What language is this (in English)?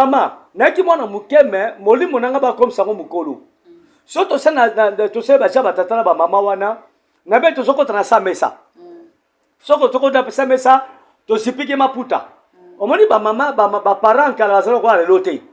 Lingala